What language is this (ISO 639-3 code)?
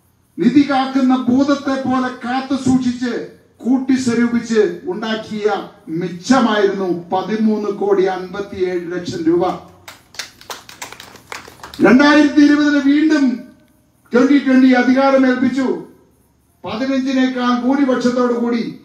mal